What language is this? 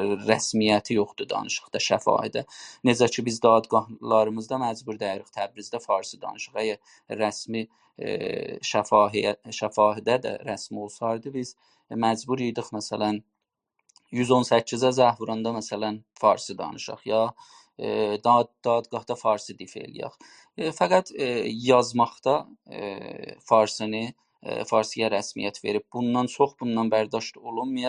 South Azerbaijani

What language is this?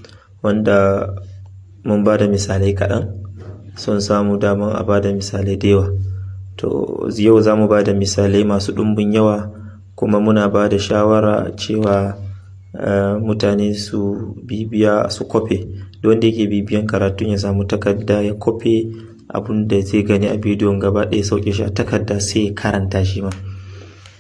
Hausa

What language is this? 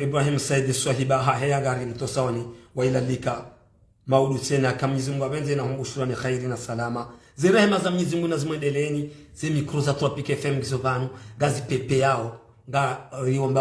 Ngazidja Comorian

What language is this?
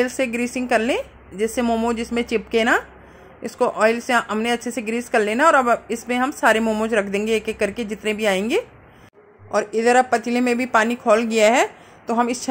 Hindi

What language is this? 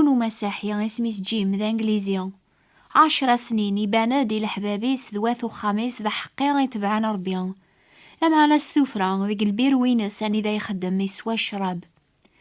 Kabyle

